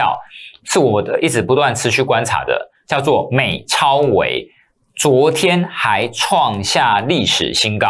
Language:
Chinese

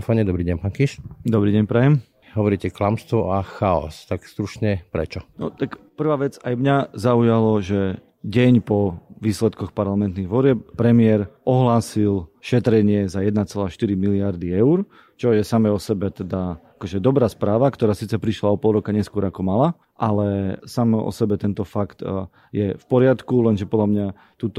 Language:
Slovak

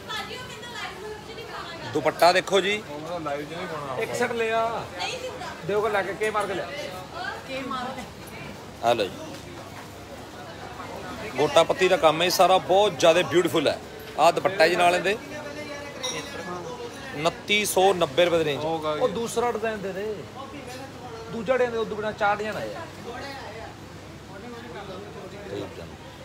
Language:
Punjabi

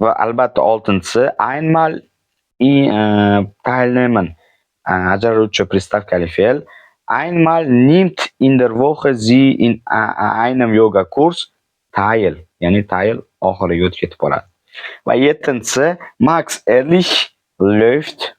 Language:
Uzbek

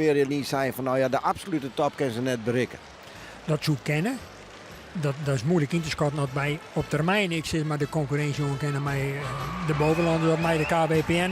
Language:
Western Frisian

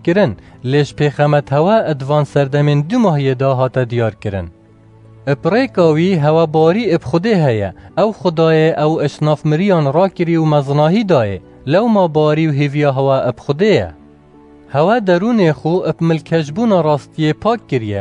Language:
Kurdish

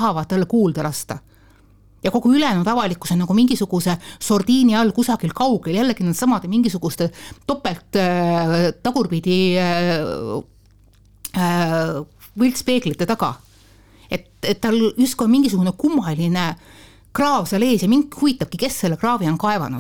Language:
Estonian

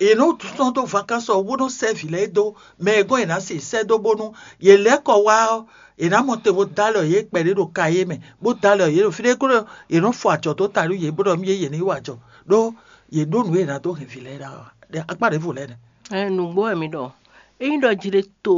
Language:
Fon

